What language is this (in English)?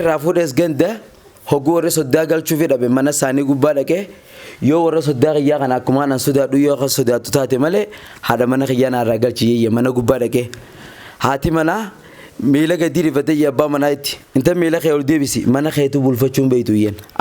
Oromo